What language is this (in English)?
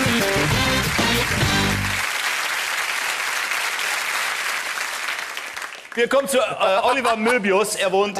German